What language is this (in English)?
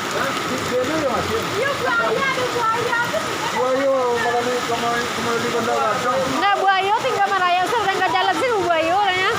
Minangkabau